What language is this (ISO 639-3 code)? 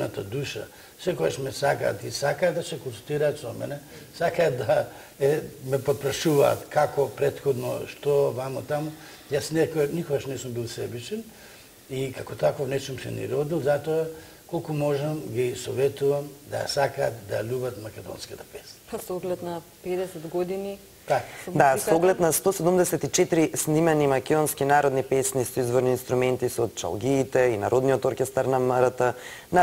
mkd